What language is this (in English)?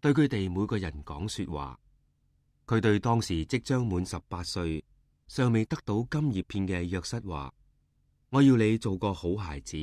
Cantonese